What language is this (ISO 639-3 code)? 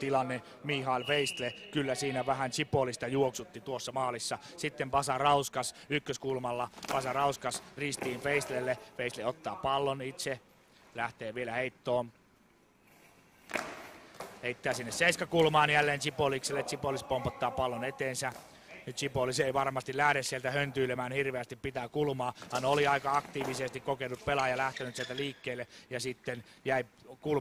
fin